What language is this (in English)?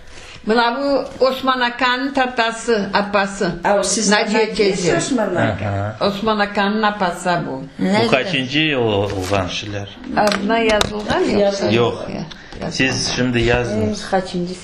Crimean Tatar